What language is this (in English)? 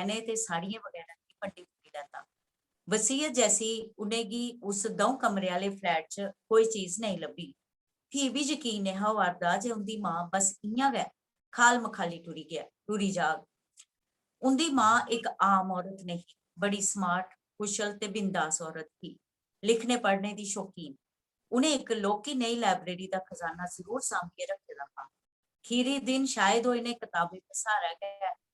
Dogri